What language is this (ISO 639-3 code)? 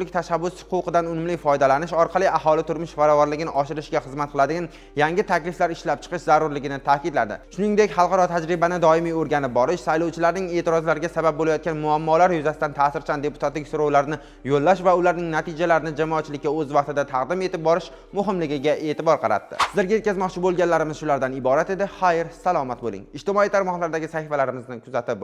uzb